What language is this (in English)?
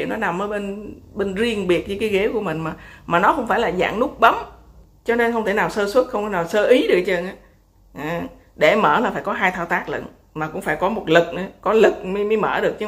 Vietnamese